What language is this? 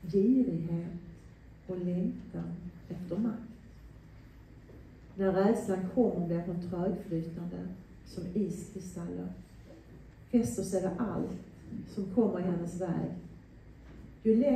Swedish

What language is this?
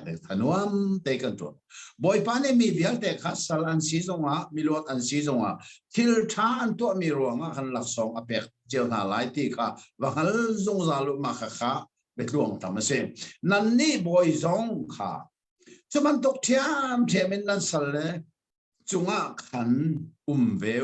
Hakha Chin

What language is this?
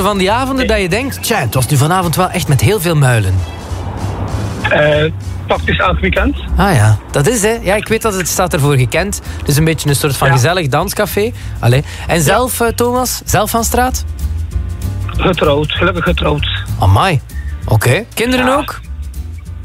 Dutch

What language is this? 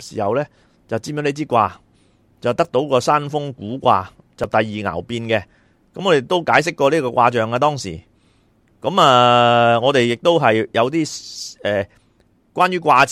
Cantonese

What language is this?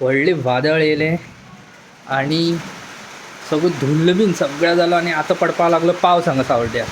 Konkani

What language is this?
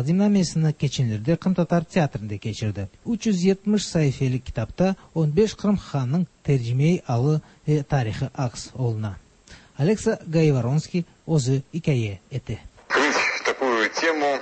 Tatar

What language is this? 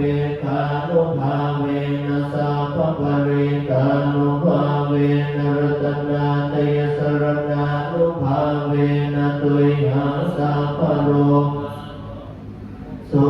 Pali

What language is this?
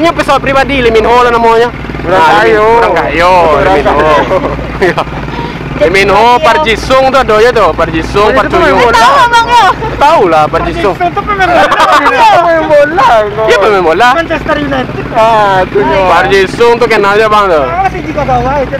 Minangkabau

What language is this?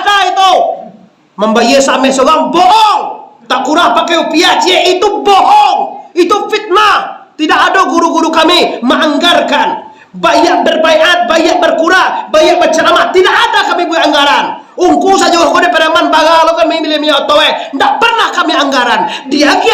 Minangkabau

